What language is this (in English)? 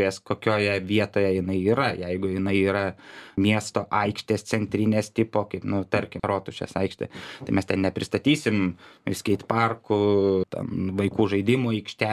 Lithuanian